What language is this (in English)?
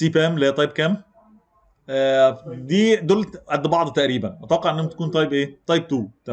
Egyptian Arabic